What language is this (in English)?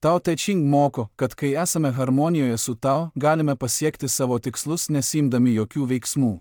Lithuanian